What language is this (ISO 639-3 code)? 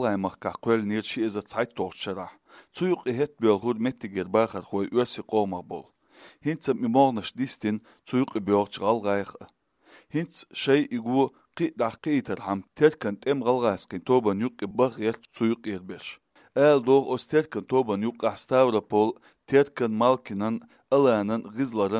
che